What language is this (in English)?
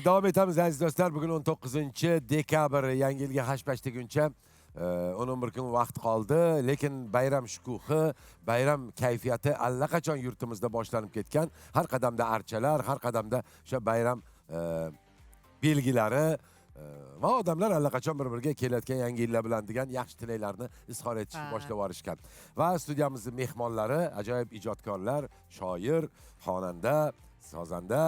Uzbek